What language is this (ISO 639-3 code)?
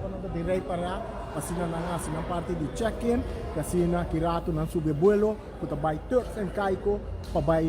pap